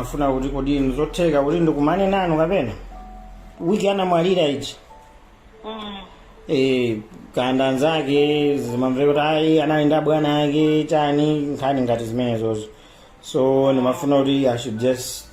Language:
Nyanja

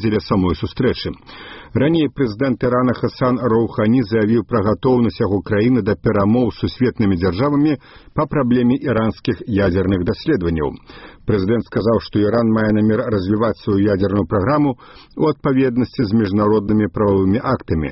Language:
Belarusian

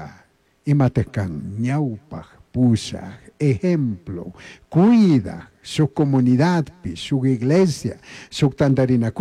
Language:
Chimborazo Highland Quichua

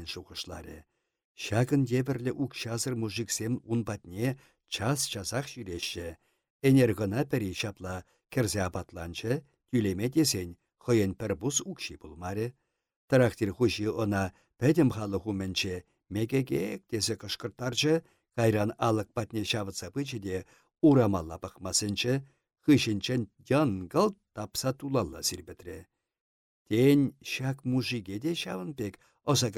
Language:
Chuvash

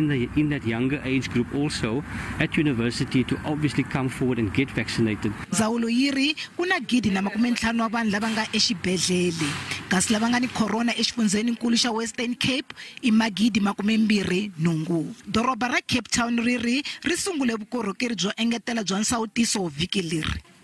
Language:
Tsonga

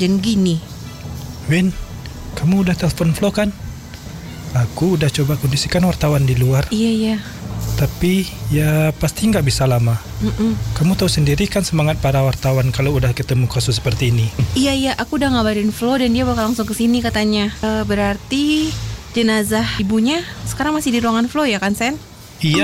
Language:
Indonesian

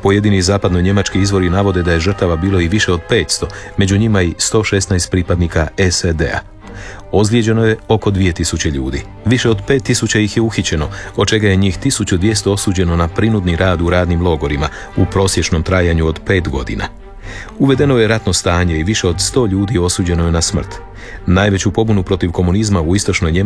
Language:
Croatian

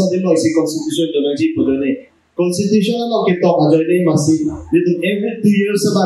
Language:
Karbi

